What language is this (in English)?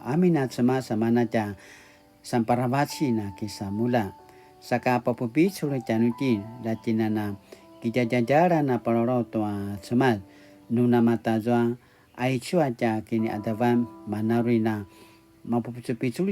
Paiwan